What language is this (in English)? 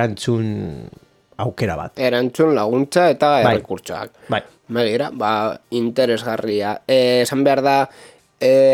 Basque